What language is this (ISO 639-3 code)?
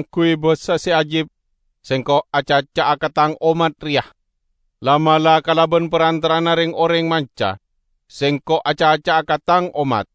mad